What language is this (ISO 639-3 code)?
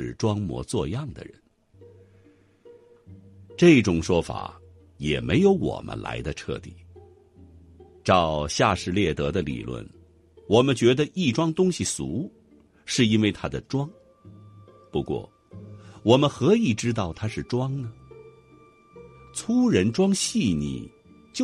zho